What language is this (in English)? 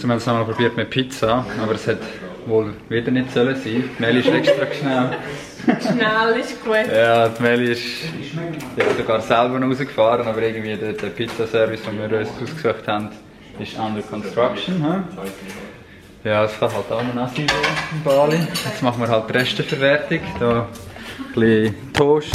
Swiss German